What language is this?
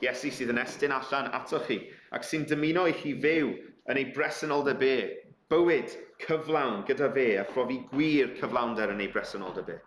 Welsh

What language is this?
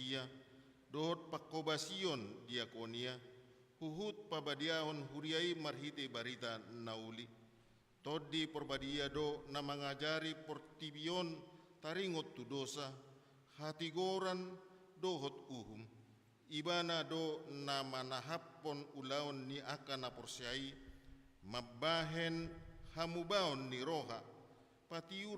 Batak Toba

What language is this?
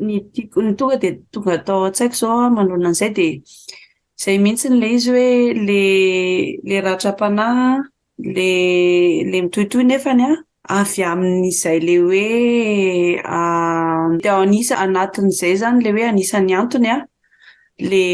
Malagasy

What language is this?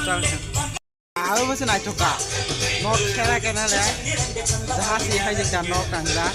Kok Borok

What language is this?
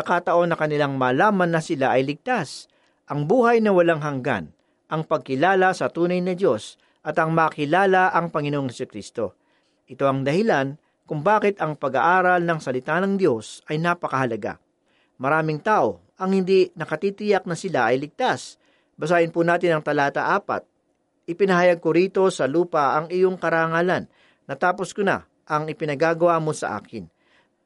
Filipino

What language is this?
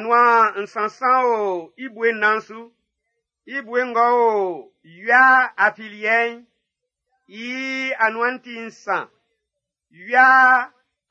Baoulé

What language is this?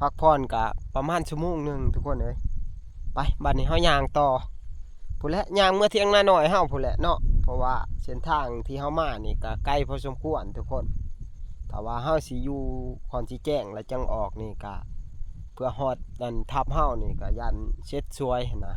Northeastern Thai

